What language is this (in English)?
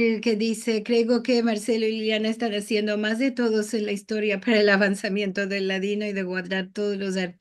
Ladino